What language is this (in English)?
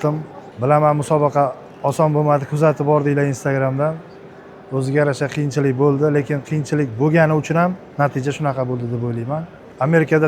Uzbek